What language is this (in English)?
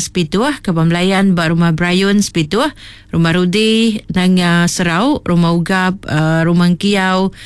Iban